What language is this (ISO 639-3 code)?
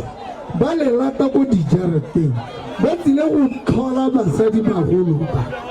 tsn